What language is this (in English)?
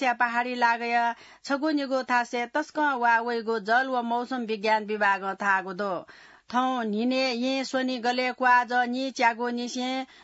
Newari